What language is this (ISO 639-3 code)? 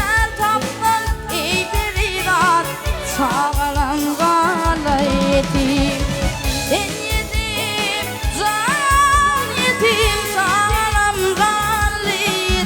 tuk